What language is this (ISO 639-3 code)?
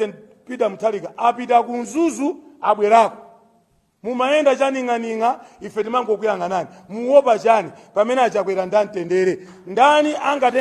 nya